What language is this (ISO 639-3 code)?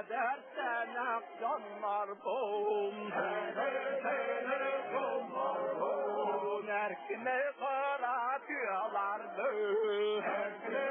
sah